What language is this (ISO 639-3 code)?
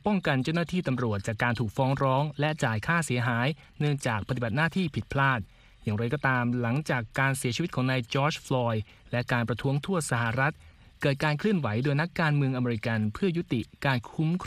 tha